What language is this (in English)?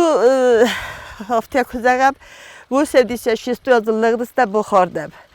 Ossetic